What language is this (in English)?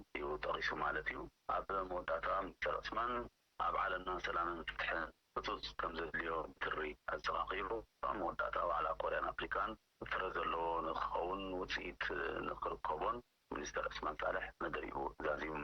Tigrinya